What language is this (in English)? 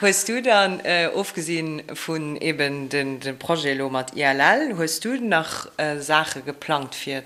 Luxembourgish